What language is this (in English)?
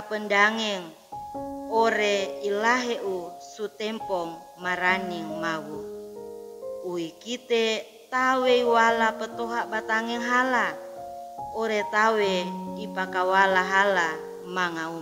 Sangir